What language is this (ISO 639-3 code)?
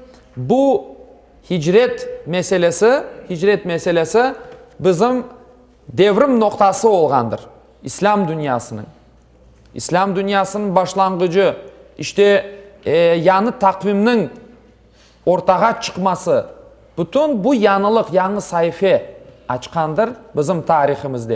crh